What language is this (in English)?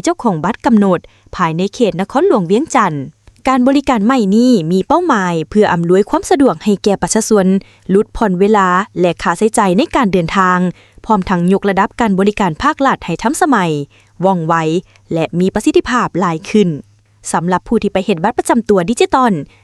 Lao